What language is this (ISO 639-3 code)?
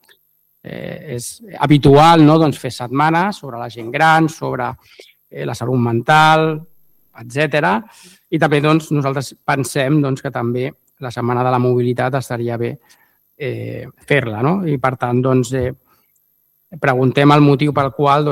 cat